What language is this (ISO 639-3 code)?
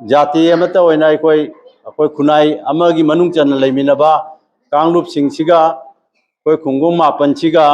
mni